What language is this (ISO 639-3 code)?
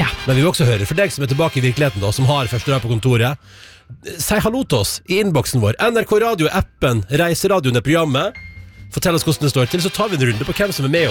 nor